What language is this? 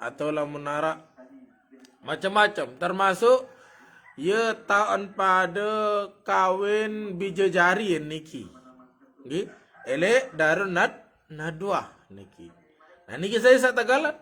Sasak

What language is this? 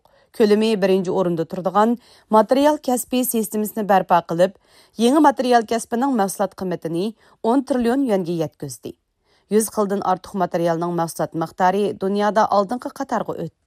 Uyghur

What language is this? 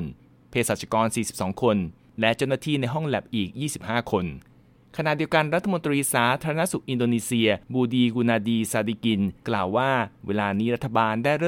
Thai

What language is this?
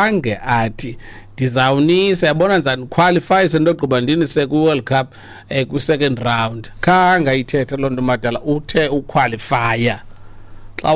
Xhosa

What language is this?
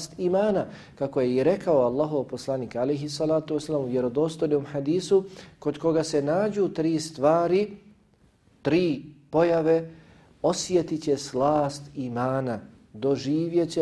Bosnian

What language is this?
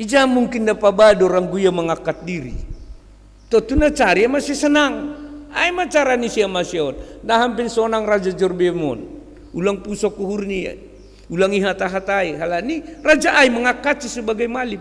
Batak Simalungun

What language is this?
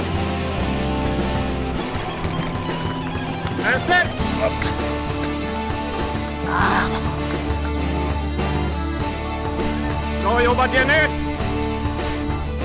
Swedish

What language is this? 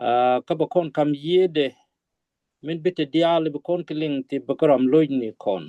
Nuer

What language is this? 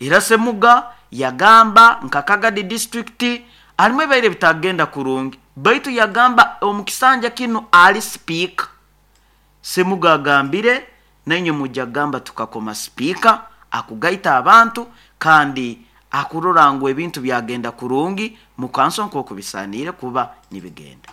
Nyoro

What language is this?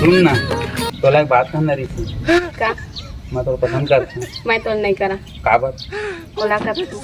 Chhattisgarhi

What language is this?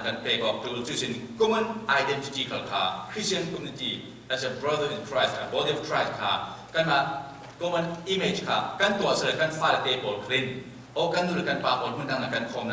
Falam Chin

